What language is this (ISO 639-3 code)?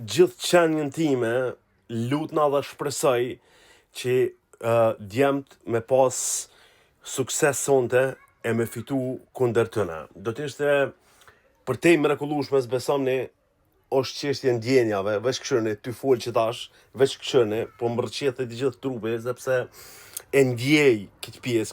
sqi